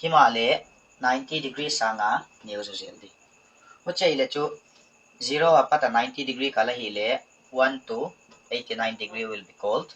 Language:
Paite Chin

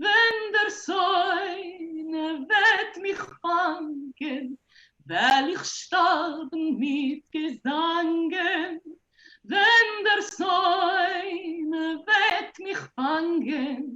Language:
Yiddish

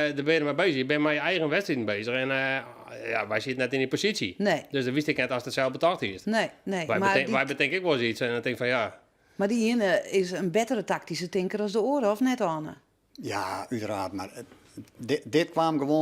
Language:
Western Frisian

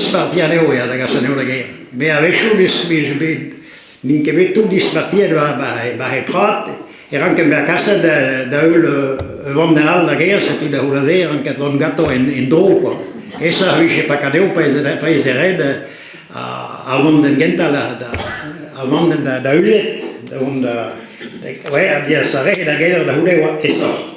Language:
Breton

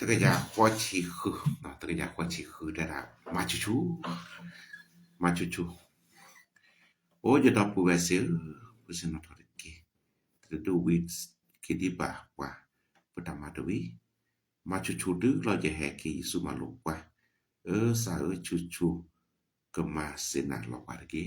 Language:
S'gaw Karen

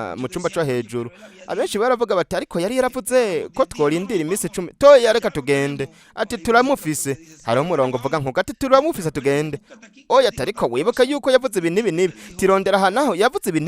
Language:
Rundi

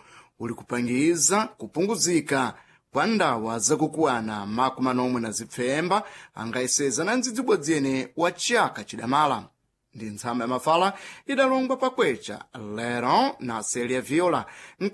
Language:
Sena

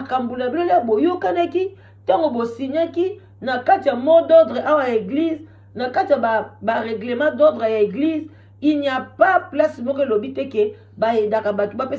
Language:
Lingala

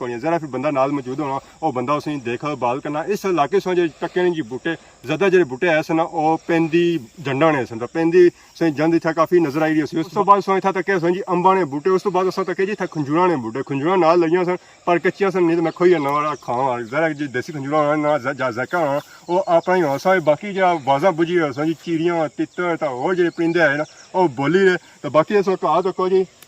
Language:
Pahari-Potwari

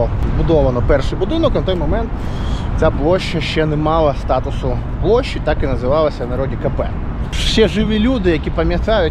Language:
Ukrainian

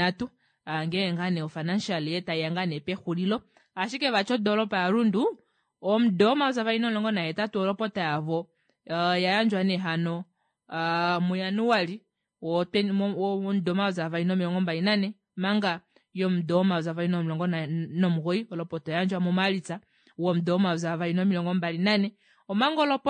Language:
Kuanyama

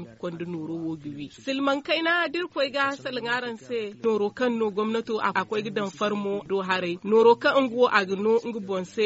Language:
Zarma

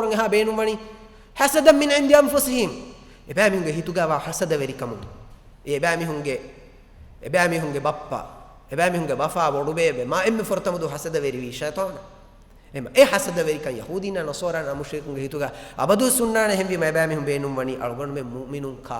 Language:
Divehi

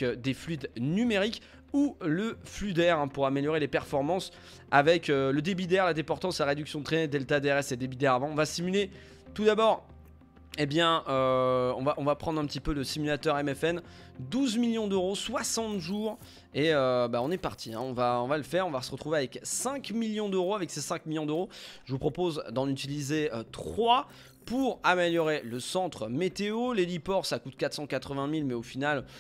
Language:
French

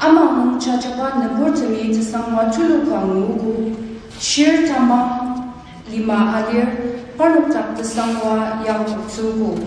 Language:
Ao Naga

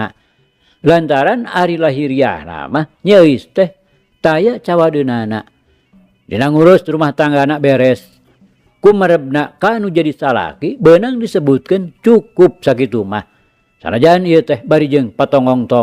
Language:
Sundanese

